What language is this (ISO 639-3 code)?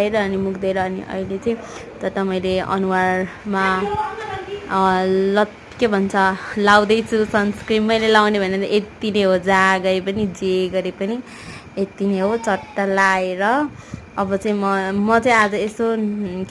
nep